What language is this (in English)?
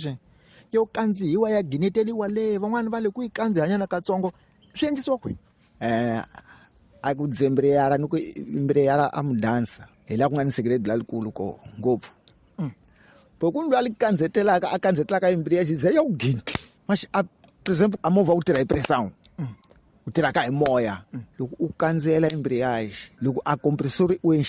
Tsonga